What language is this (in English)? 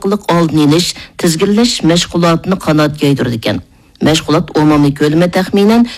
Uyghur